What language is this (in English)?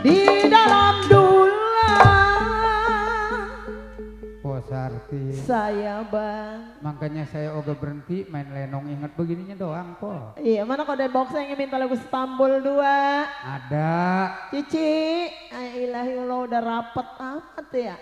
Betawi